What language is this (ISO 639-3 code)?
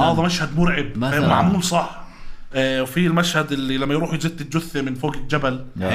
apc